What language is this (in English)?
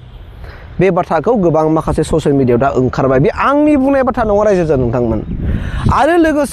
Bodo